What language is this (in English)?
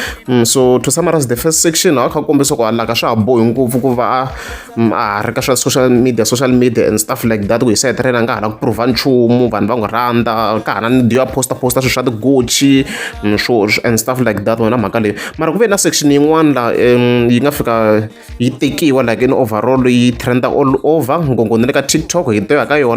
Tsonga